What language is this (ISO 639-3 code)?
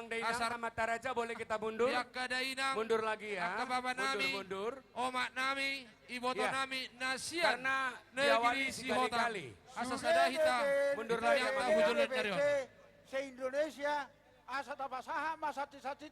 bbc